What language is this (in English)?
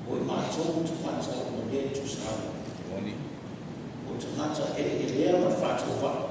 Samoan